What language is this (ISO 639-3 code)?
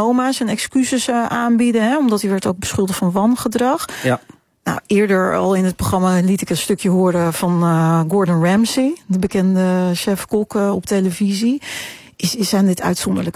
nld